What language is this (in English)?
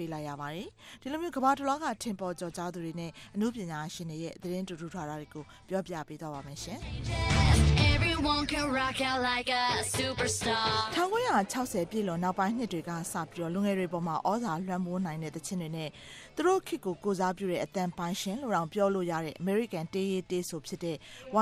Burmese